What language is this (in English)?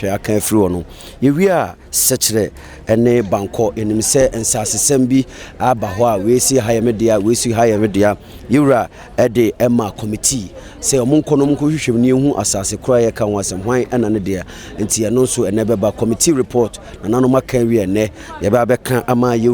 Akan